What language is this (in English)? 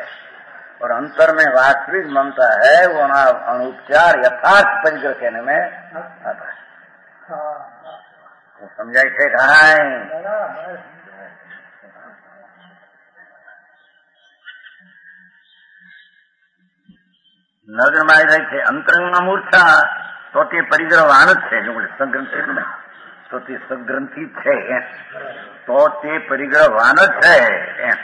Gujarati